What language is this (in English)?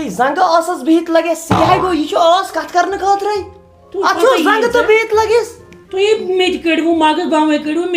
Kashmiri